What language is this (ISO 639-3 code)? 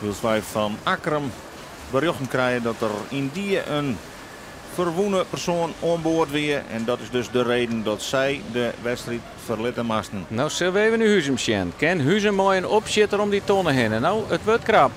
fry